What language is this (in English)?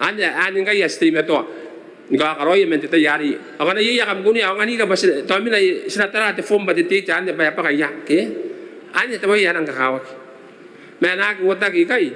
Gilbertese